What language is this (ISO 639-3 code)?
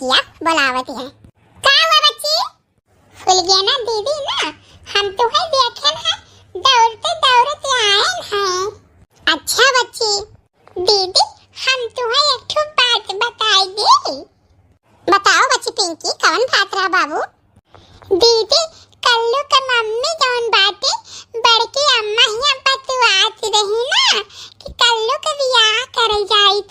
awa